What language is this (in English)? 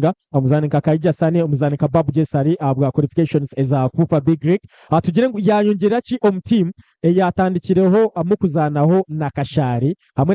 Nyankole